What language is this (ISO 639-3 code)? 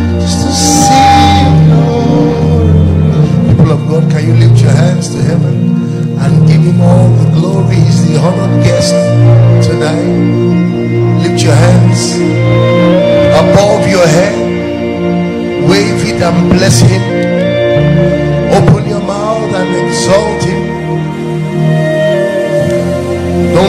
eng